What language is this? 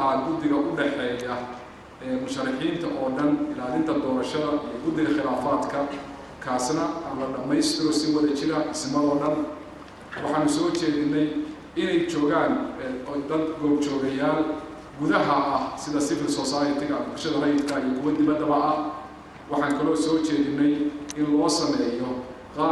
Somali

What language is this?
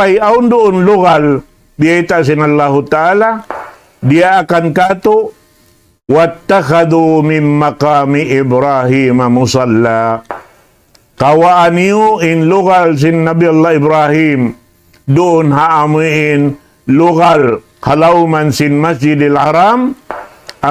Tausug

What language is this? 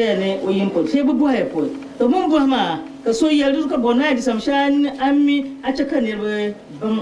Dagbani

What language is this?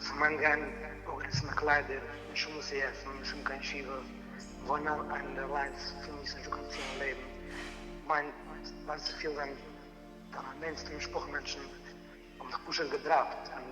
Yiddish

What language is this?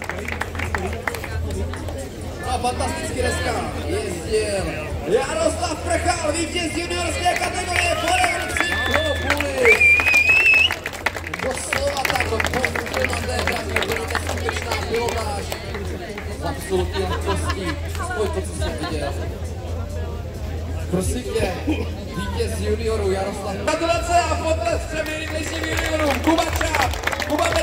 Czech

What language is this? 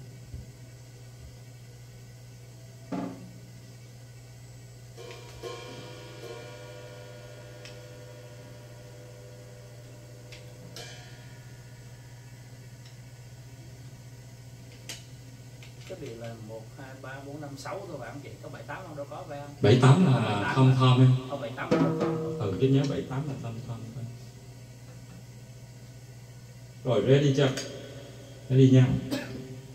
Vietnamese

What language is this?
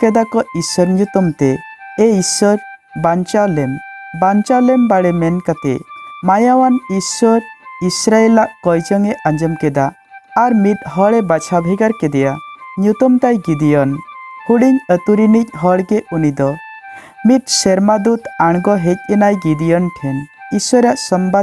Santali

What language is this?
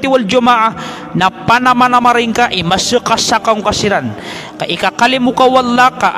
Maranao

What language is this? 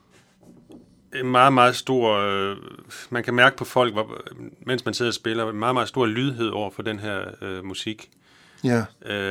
Danish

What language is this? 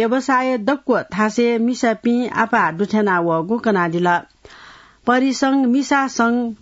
Newari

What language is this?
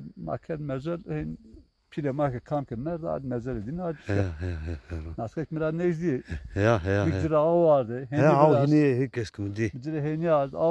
Zaza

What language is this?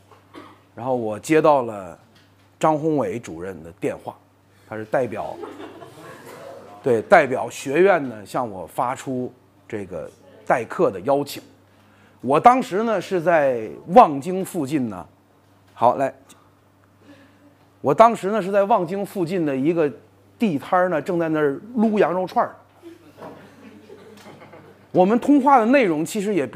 Chinese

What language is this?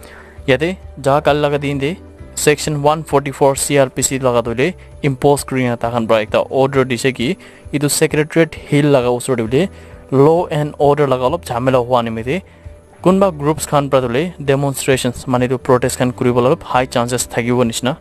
Naga Pidgin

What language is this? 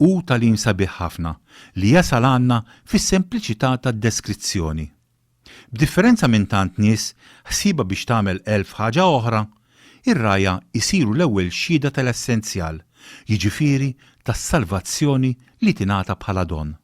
Maltese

